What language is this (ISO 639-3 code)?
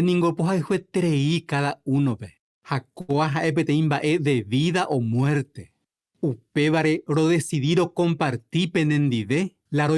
grn